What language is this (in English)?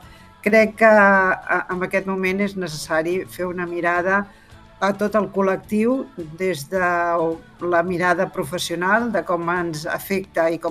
Catalan